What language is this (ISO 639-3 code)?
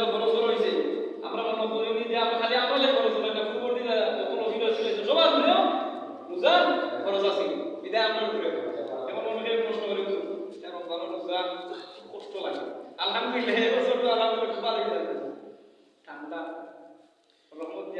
syl